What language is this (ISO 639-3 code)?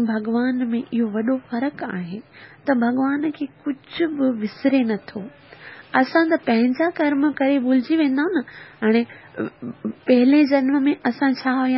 snd